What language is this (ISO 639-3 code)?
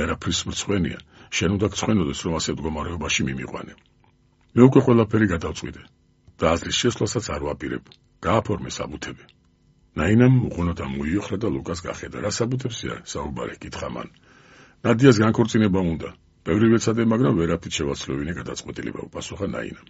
kat